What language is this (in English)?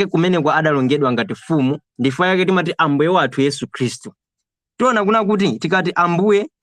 Nyanja